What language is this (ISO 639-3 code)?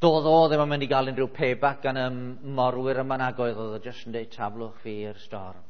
cym